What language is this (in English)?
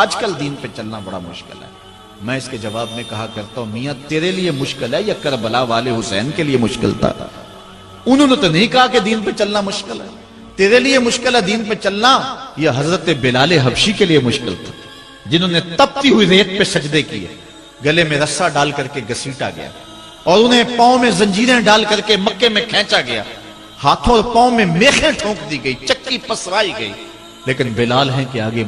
Urdu